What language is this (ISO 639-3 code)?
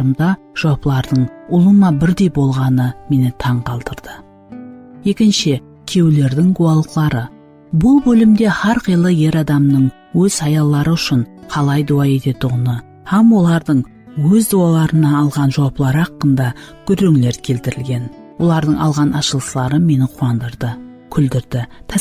kaa